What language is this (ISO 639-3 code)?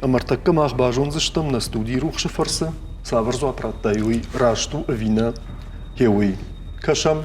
oss